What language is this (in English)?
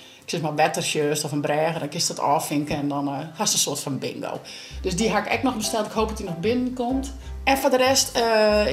Western Frisian